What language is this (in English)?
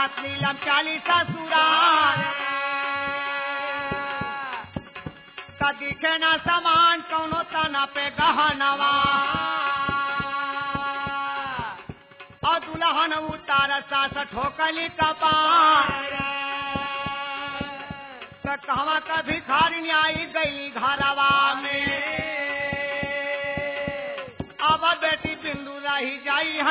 Bhojpuri